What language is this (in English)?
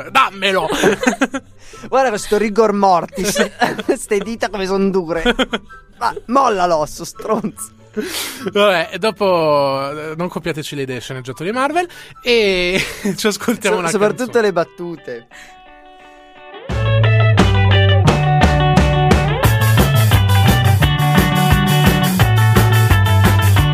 Italian